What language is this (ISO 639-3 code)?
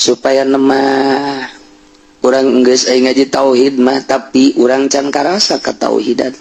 sun